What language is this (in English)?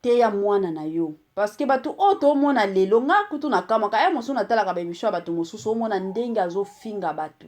Lingala